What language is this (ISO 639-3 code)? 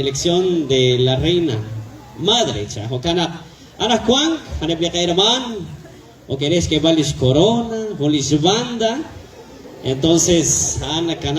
kek